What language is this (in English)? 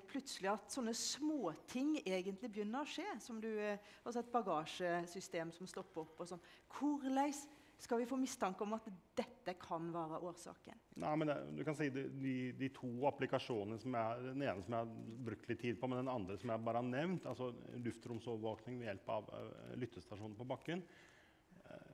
Norwegian